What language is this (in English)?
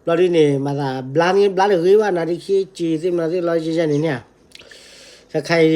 S'gaw Karen